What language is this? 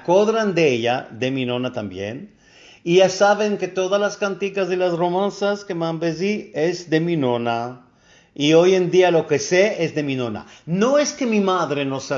Ladino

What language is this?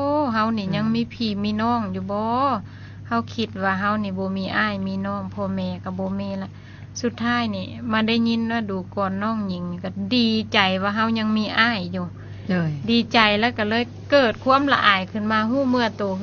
Lao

